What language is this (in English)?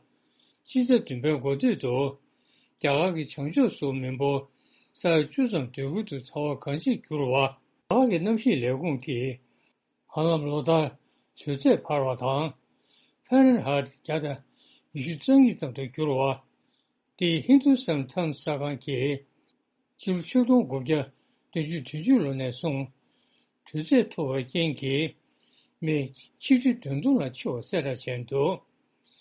Tibetan